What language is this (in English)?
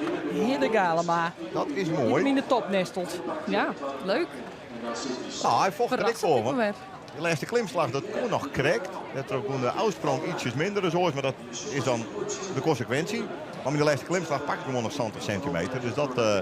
Western Frisian